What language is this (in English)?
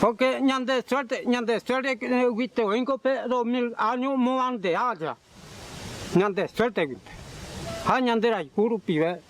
Mbyá Guaraní